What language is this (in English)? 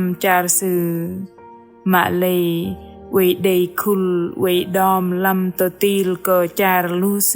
Bahnar